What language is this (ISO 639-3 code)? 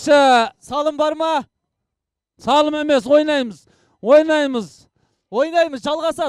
kaz